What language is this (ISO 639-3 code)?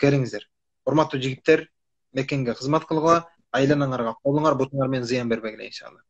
kir